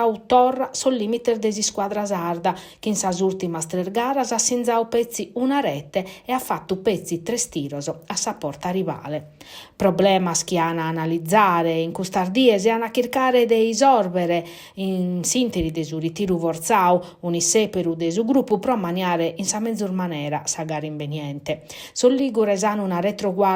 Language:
Sardinian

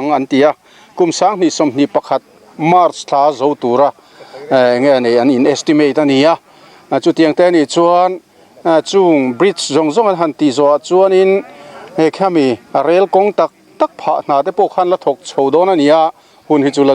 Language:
Mizo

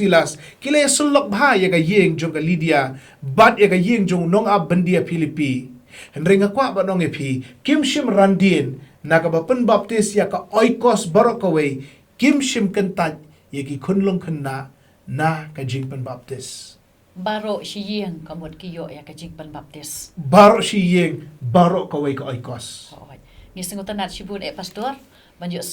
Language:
Khasi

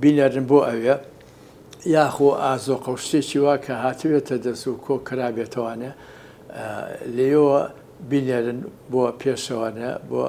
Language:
Central Kurdish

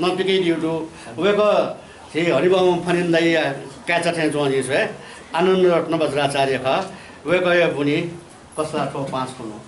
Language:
Newari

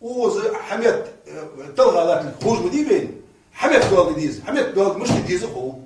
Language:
Ingush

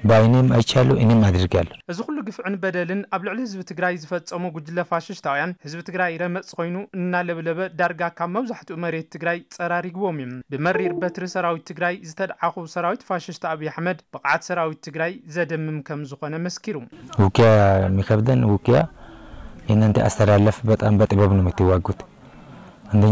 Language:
Tigrinya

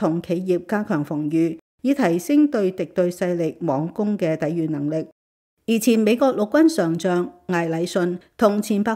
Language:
Cantonese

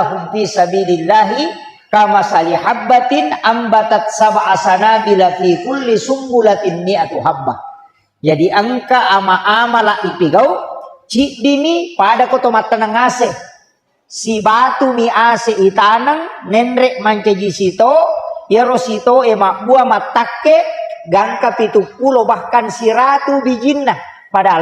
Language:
Buginese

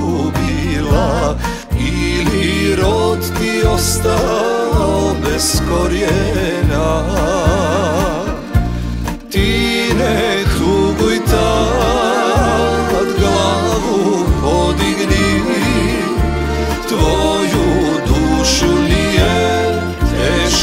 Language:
Croatian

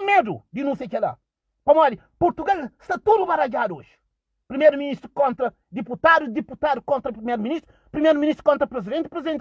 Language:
Kabuverdianu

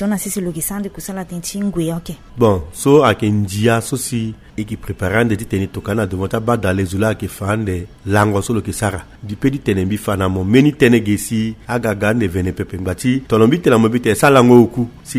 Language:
Sango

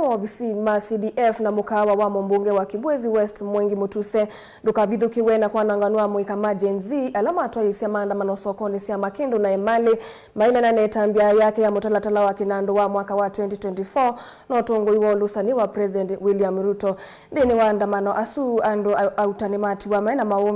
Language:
Kamba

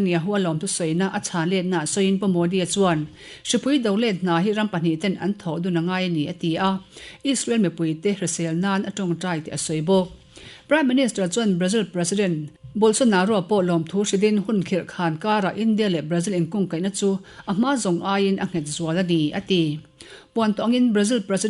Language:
Mizo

